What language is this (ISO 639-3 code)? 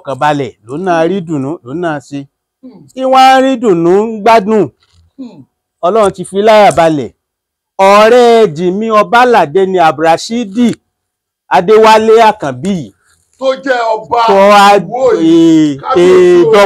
yor